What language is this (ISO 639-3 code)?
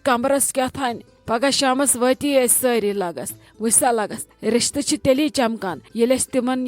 kas